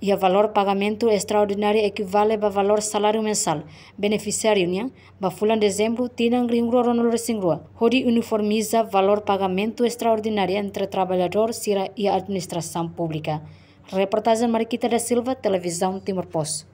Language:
Tetum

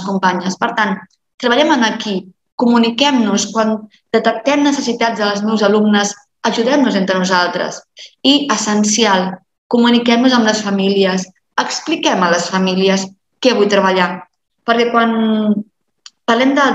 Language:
Catalan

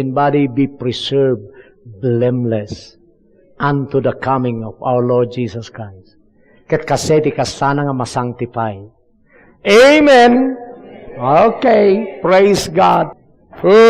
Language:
Iloko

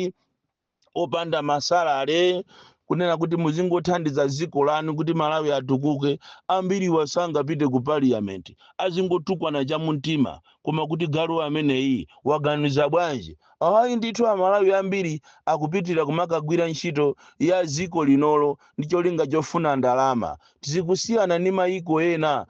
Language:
Nyanja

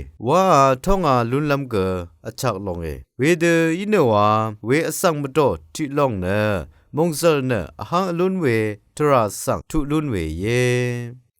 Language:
Rawang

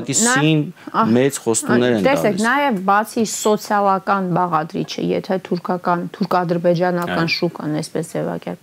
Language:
Armenian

